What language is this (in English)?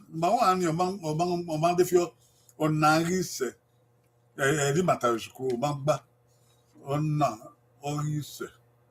Bini